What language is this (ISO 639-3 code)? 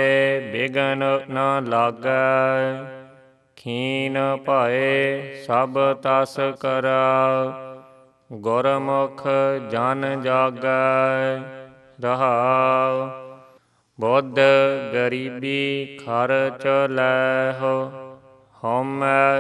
pan